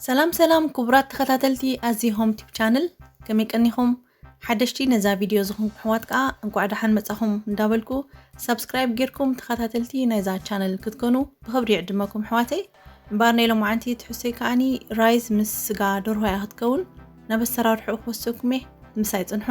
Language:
Tigrinya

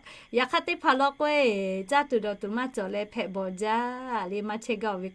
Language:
Lahu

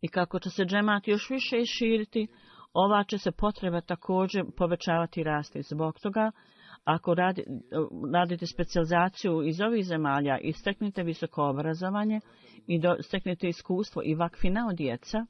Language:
Bosnian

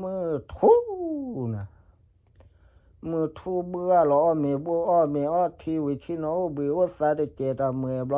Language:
S'gaw Karen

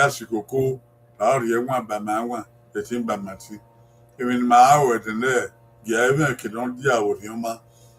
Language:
Bini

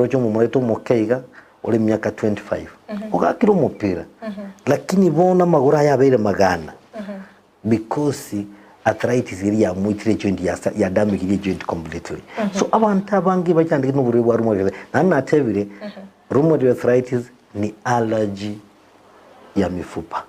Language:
Gusii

